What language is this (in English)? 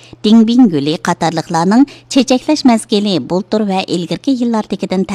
Uyghur